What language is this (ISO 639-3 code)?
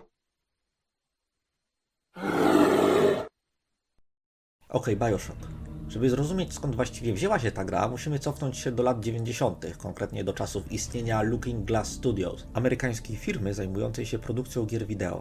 pol